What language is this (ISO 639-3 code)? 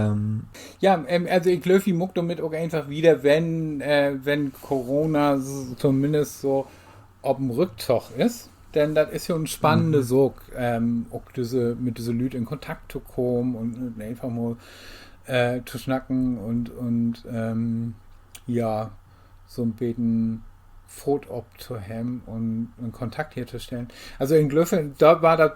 nds